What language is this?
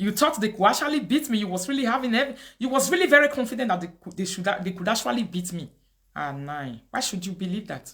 Nigerian Pidgin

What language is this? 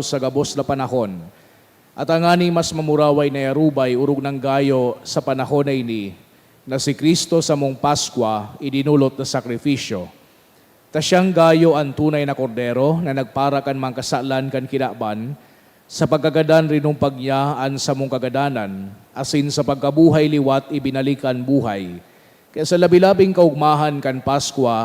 Bikol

